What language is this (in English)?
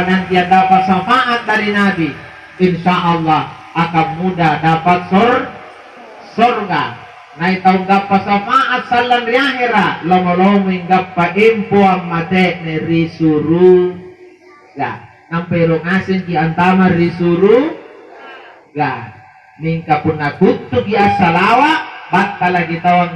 Makasar